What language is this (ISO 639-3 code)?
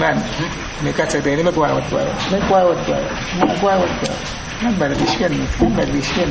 kwi